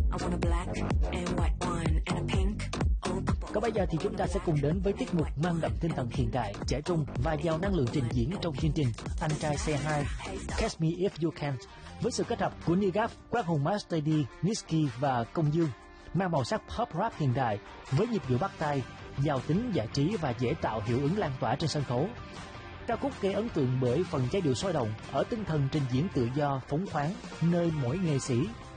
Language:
Vietnamese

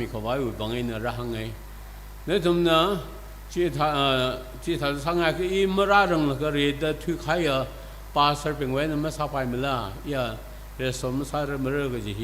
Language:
Tangkhul Naga (India)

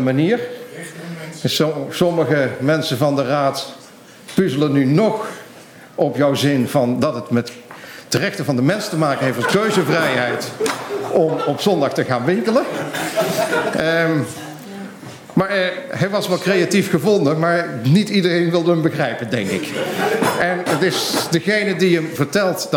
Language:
Dutch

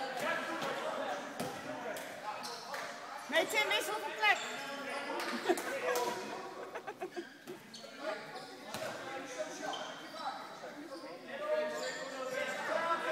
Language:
Dutch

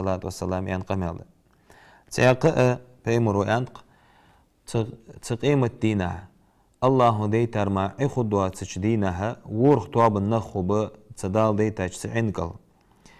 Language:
Ingush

